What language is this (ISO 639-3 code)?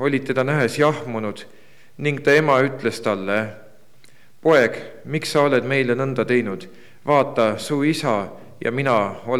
est